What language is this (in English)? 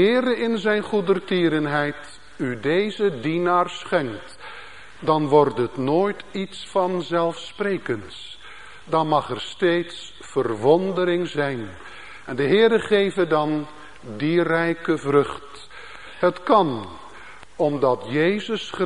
Dutch